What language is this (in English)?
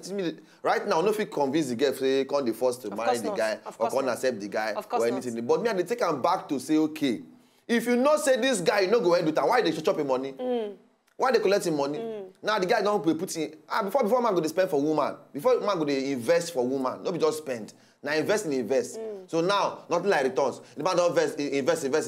Nigerian Pidgin